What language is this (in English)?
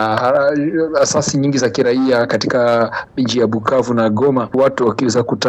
Swahili